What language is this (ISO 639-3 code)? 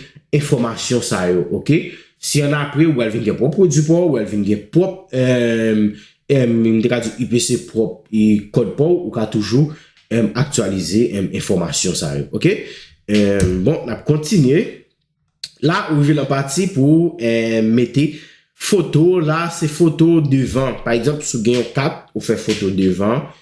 hat